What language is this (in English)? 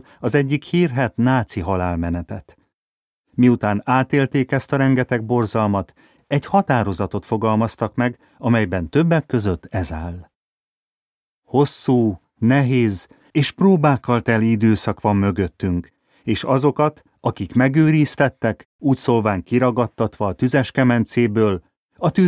Hungarian